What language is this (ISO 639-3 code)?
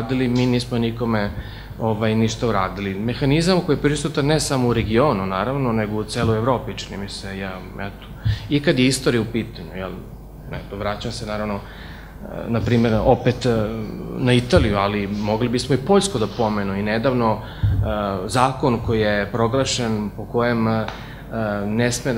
srp